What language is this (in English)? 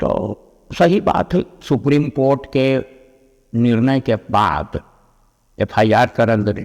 Magahi